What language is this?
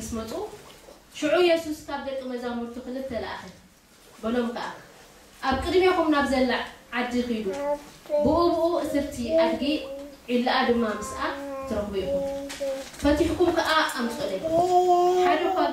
Tigrinya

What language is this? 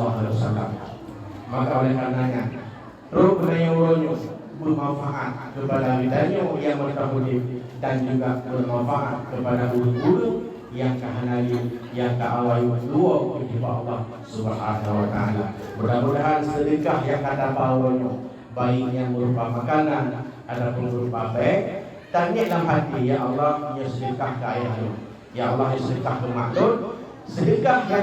Achinese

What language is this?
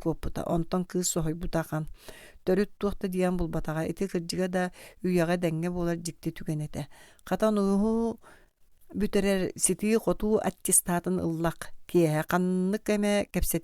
Yakut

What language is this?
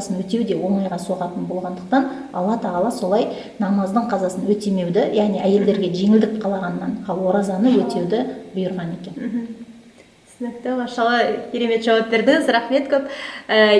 Kazakh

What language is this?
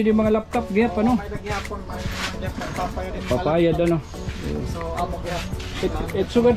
Waray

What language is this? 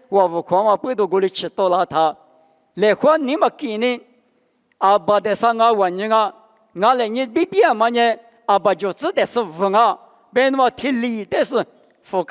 Lisu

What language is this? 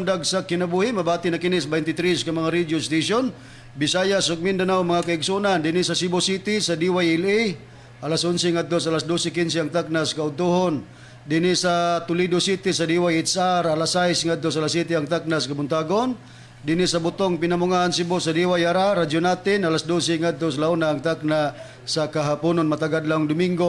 Cebuano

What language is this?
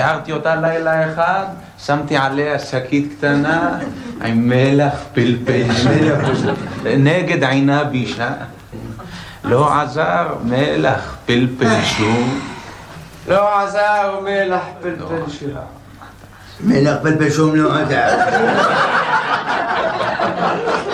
Hebrew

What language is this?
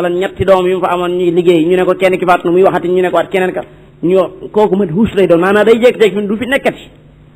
Wolof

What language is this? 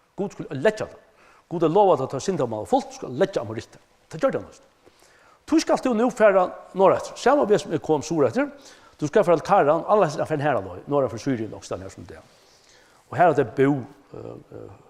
Faroese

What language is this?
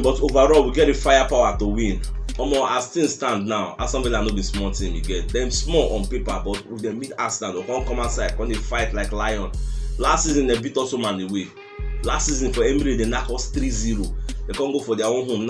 Nigerian Pidgin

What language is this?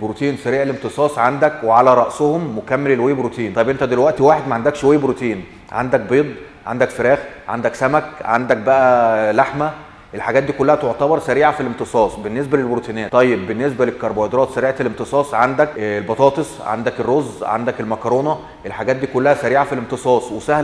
Egyptian Arabic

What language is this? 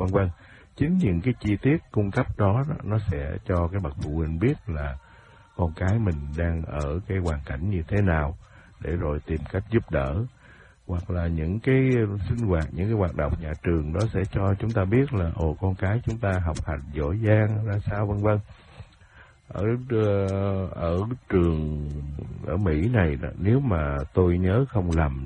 Vietnamese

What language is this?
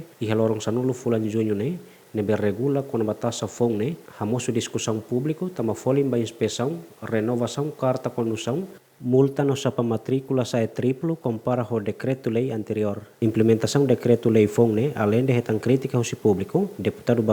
Tetum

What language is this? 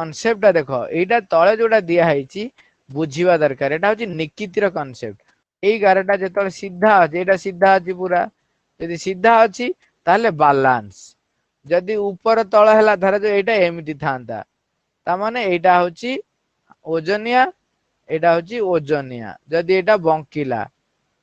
Odia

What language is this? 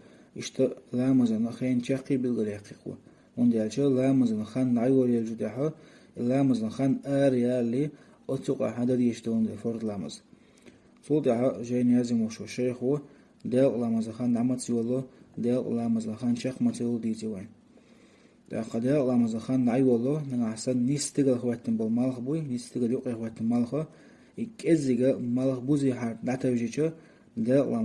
Chechen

